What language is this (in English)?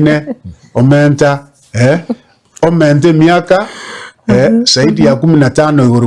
Gusii